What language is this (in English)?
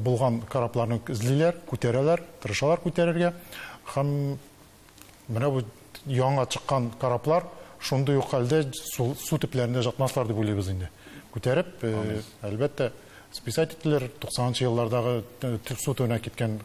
Tatar